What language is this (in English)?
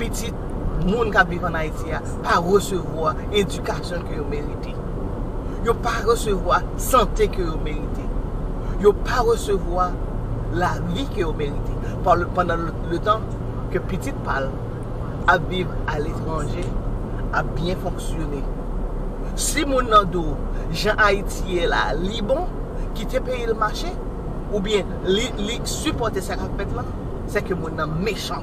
Haitian Creole